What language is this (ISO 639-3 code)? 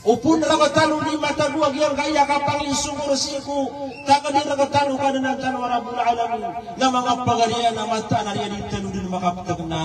mrw